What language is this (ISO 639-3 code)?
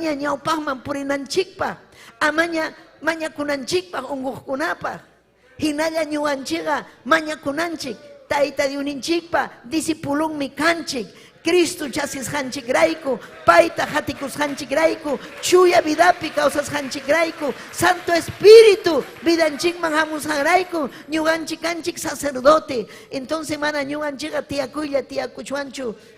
quy